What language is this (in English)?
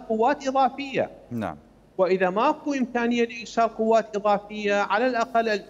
Mesopotamian Arabic